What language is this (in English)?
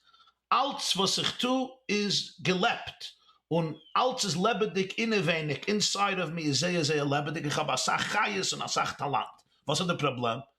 Yiddish